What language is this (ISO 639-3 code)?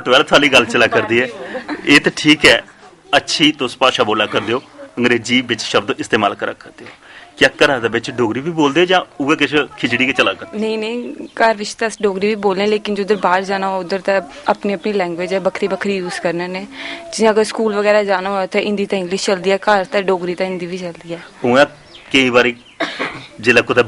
doi